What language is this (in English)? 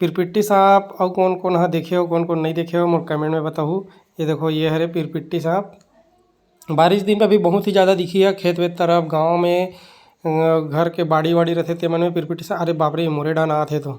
Chhattisgarhi